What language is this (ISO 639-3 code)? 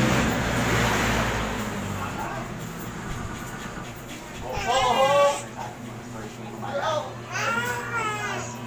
fil